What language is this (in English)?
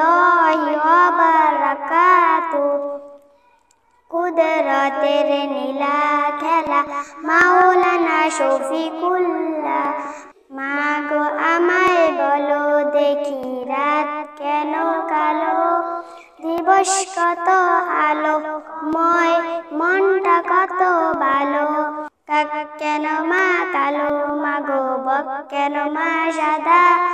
Bangla